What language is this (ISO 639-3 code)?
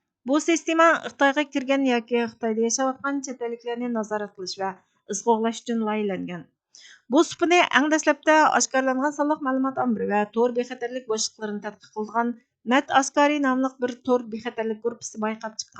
uig